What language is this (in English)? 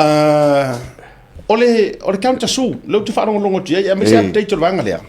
Samoan